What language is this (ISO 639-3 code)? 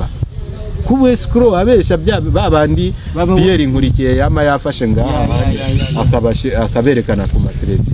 run